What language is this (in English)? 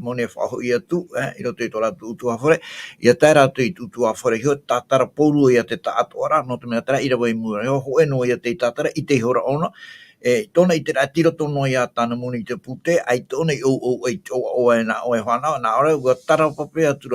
Tahitian